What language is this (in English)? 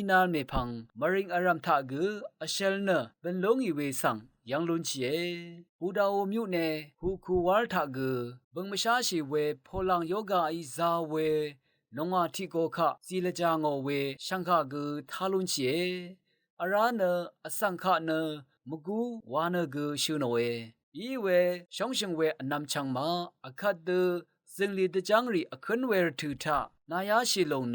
Rawang